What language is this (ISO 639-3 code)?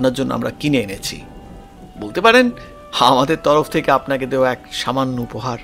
ben